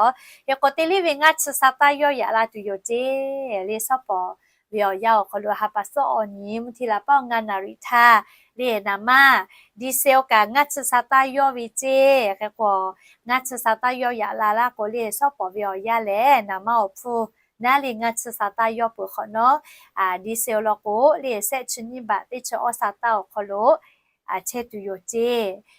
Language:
Lahu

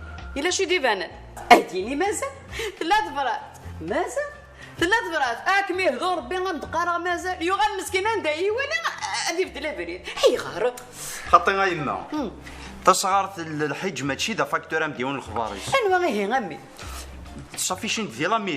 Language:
Kabyle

